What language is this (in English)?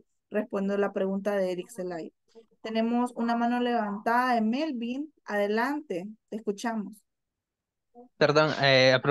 Spanish